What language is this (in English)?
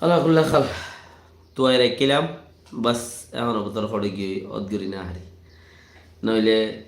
Rohingya